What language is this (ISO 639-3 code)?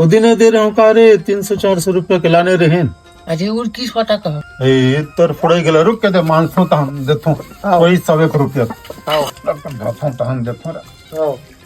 hne